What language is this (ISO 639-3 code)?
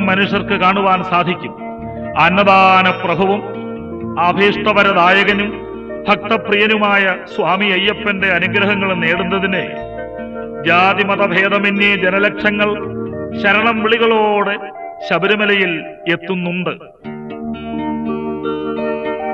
mal